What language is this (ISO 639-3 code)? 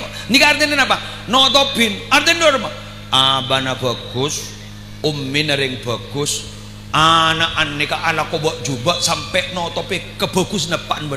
mad